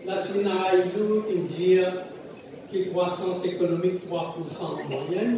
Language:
Morisyen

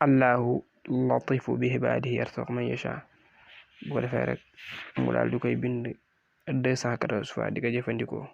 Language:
Wolof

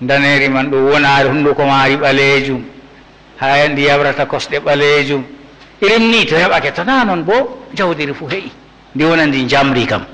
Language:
Fula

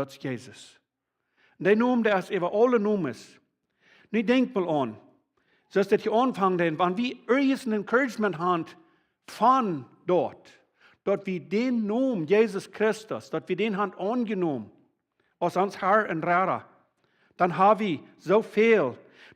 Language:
Plautdietsch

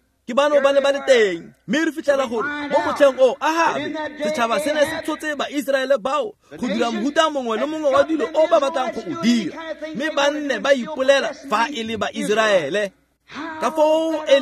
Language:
Tswana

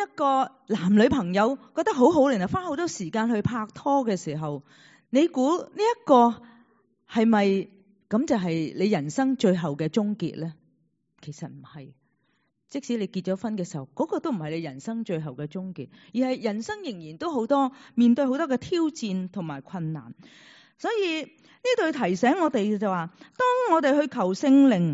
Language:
Cantonese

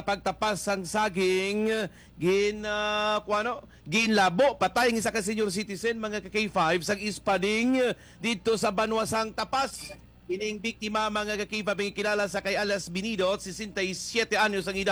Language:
Hiligaynon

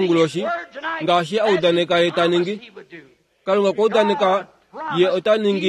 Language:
Kuanyama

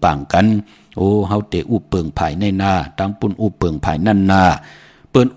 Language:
Shan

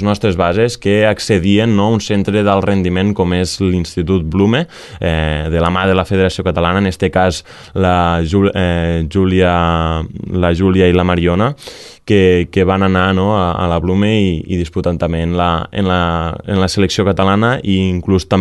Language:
Catalan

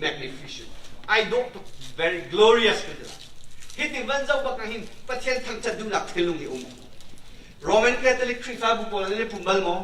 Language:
Hakha Chin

